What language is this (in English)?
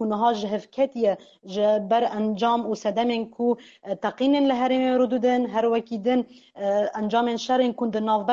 Kurdish